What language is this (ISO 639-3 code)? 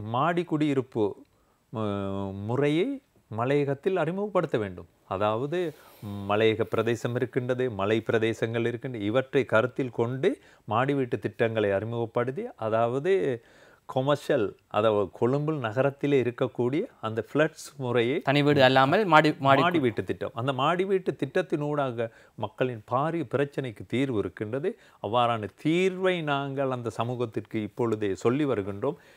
tam